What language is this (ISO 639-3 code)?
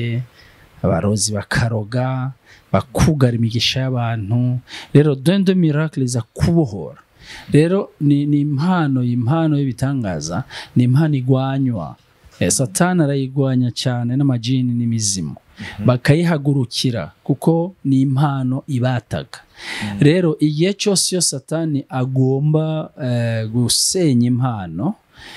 run